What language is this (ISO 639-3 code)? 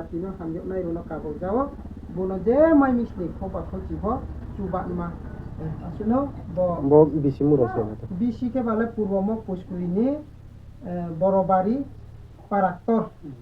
ria